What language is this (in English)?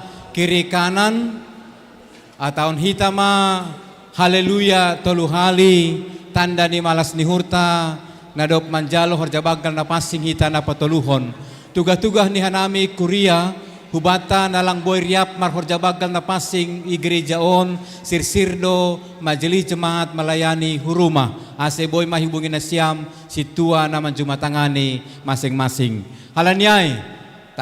Batak Simalungun